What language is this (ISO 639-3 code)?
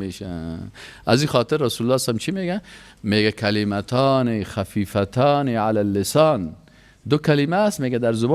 fas